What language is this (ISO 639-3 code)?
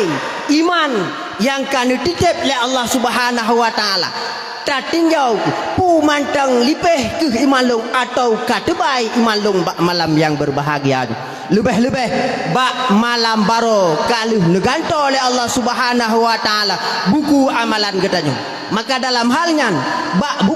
ace